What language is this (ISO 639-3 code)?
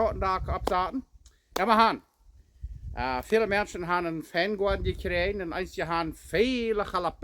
pdt